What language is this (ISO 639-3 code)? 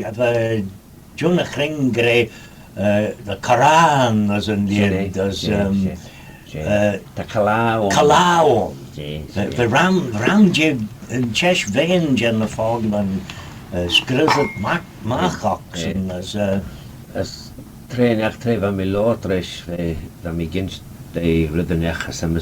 glv